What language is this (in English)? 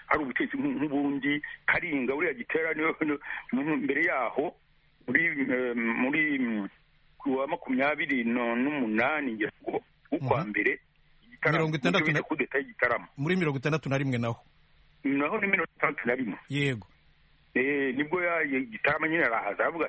Rundi